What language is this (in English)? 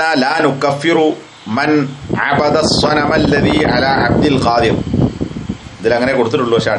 Malayalam